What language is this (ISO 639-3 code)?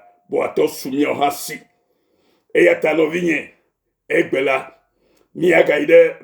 ewe